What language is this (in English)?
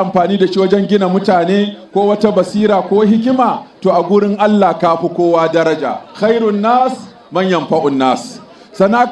Hausa